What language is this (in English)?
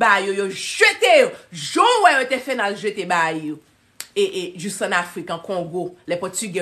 Haitian Creole